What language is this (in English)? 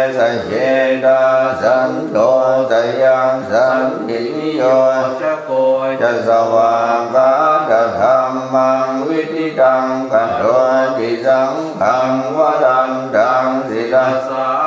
Pali